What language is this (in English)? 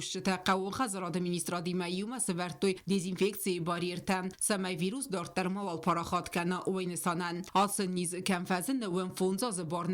Ossetic